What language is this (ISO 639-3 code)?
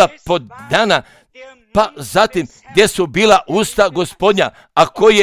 hrv